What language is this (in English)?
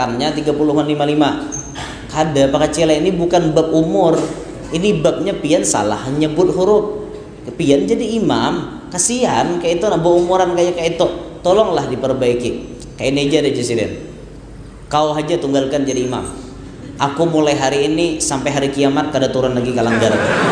Banjar